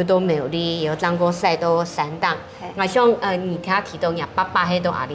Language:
Hakka Chinese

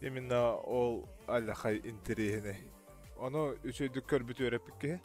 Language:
Yakut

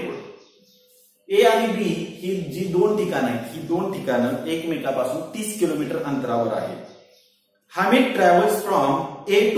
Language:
Marathi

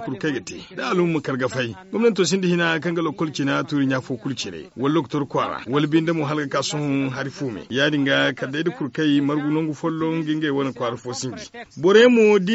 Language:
Zarma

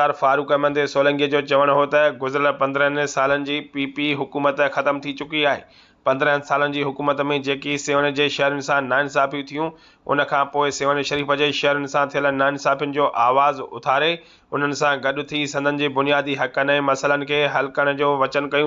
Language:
Sindhi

